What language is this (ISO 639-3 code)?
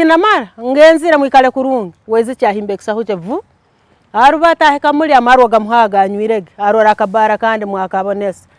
ttj